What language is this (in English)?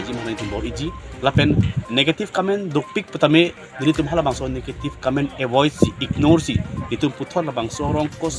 Karbi